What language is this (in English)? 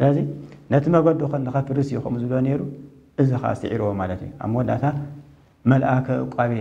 Tigrinya